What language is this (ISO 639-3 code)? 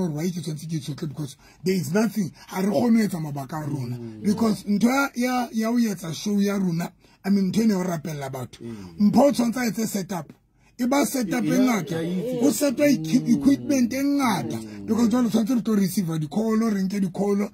sot